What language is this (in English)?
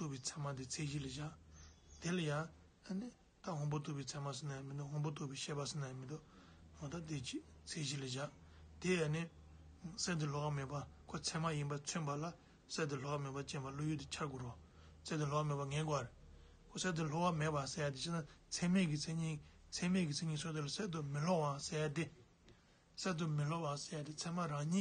Tibetan